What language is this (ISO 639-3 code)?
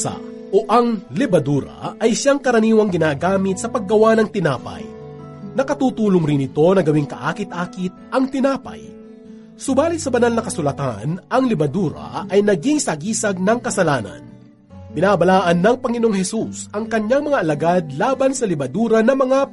fil